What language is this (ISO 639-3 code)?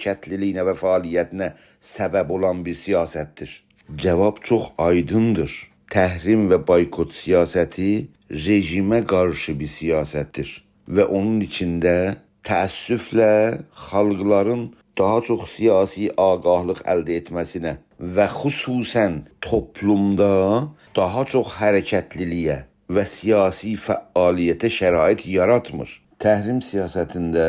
azb